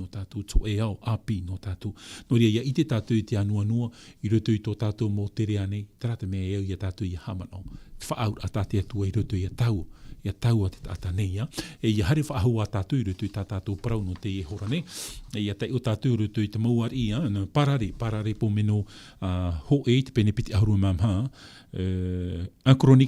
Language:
Tahitian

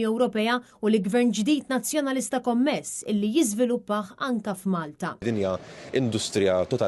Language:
Maltese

